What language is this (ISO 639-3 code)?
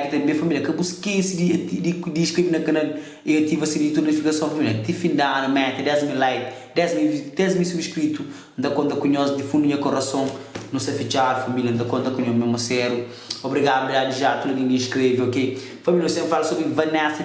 kea